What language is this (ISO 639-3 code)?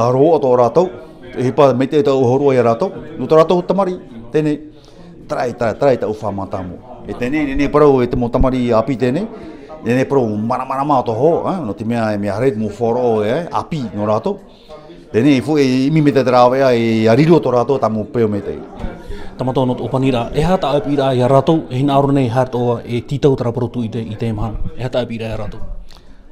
tah